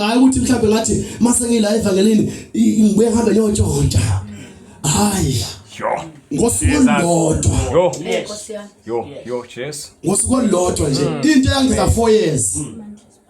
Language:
Zulu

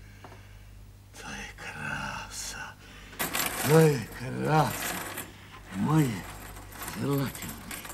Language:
Slovak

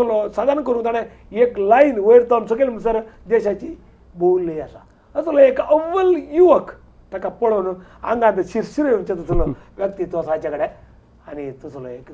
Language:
Konkani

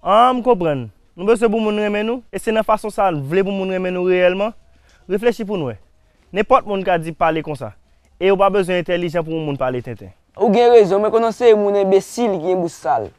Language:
Haitian Creole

